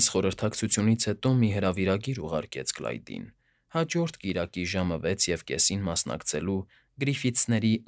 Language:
Armenian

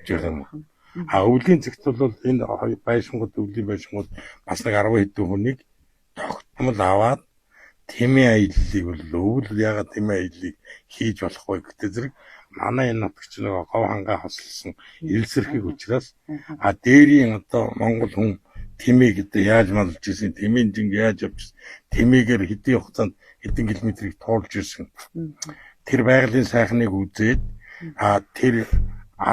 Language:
Mongolian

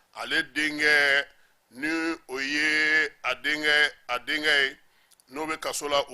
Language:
Bambara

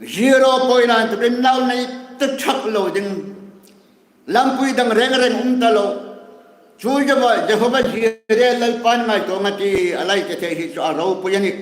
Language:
Hmar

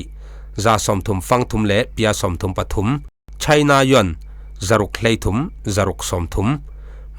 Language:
Falam Chin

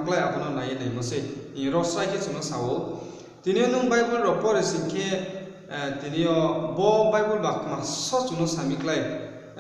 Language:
Riang (India)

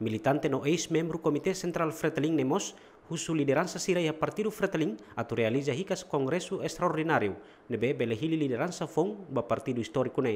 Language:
Tetum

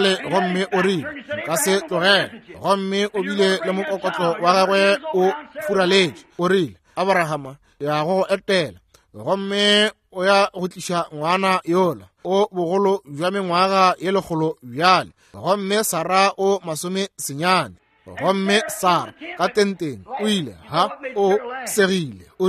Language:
Northern Sotho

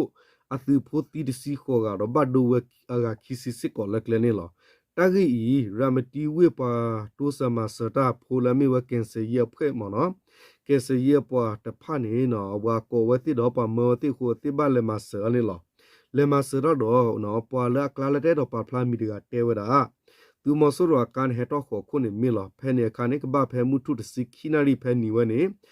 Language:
S'gaw Karen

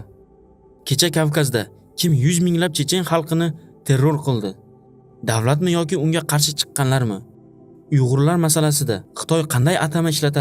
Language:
Uzbek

